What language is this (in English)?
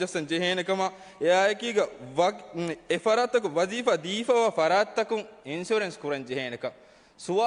Divehi